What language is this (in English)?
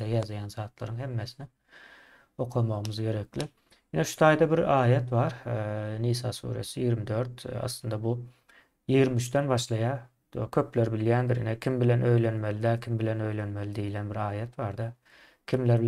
Turkmen